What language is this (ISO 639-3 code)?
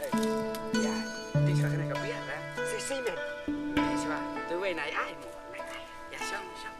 kha